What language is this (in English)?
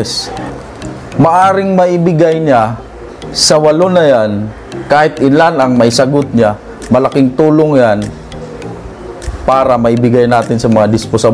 Filipino